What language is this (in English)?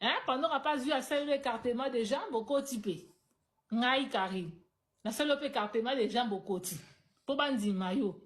Lingala